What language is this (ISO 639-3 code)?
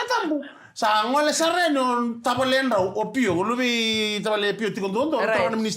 fij